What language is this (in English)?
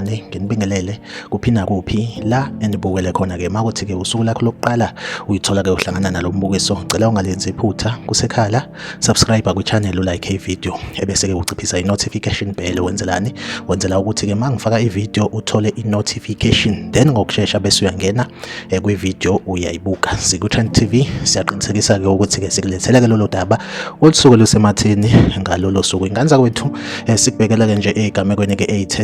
Zulu